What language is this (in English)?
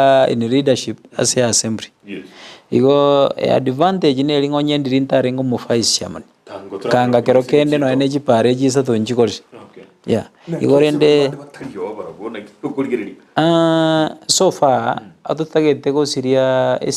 Gusii